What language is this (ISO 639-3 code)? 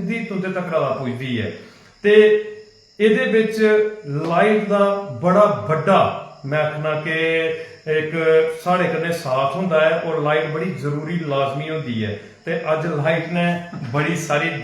doi